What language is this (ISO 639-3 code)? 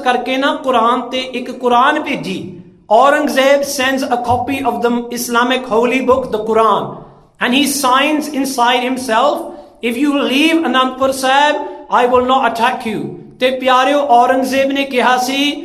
pan